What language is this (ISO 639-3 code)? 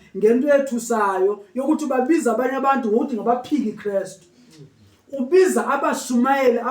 zul